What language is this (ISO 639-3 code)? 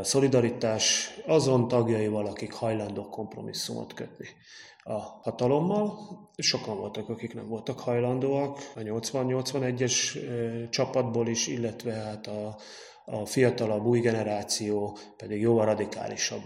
hun